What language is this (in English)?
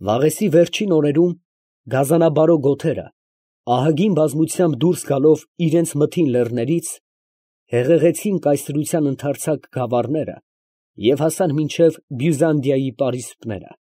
Armenian